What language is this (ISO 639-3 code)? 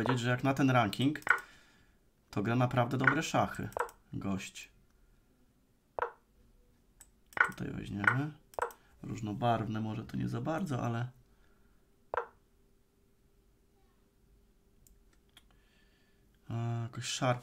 pol